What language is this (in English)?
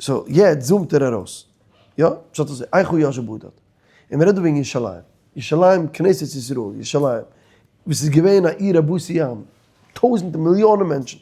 Yiddish